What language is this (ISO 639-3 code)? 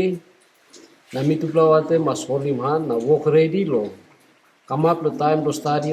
tpi